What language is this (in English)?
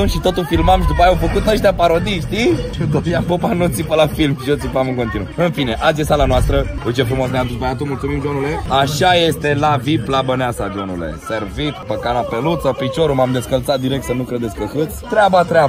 Romanian